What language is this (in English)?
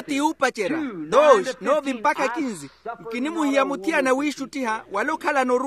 Makhuwa